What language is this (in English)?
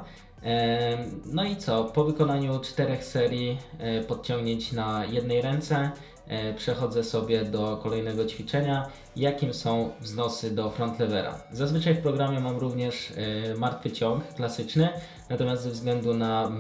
Polish